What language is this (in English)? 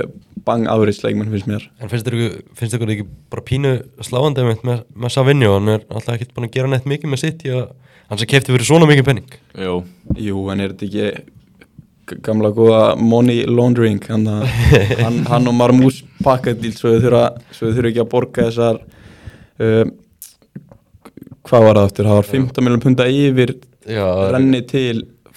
Icelandic